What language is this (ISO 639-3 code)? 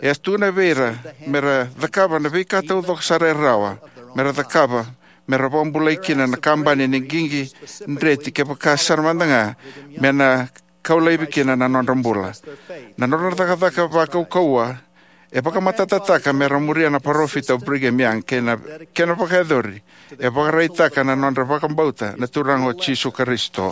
fij